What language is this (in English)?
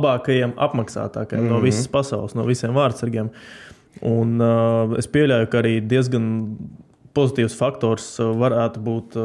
Latvian